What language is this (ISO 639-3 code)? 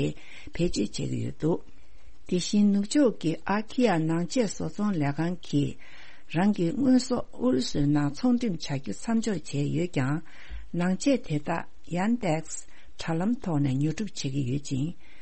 bod